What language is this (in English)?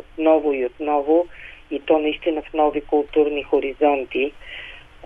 Bulgarian